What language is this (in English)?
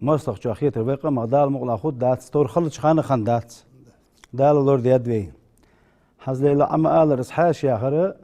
Ingush